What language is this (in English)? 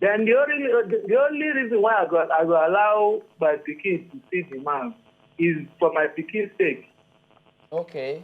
Nigerian Pidgin